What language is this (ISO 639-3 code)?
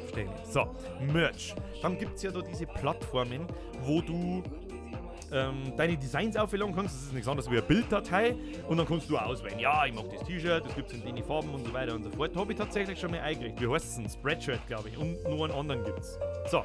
bar